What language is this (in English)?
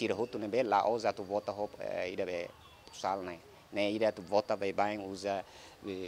Tetum